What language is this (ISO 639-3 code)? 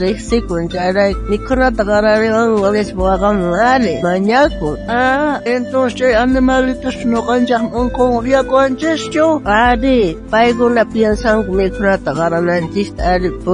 quh